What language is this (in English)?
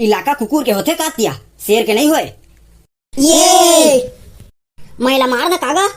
Chhattisgarhi